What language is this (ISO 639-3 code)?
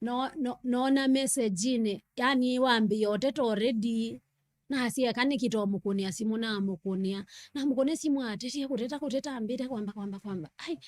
kam